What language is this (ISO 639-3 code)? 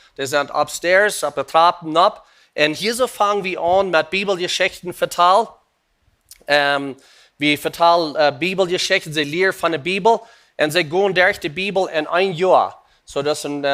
pdt